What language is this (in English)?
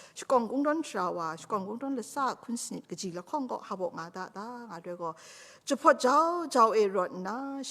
Kachin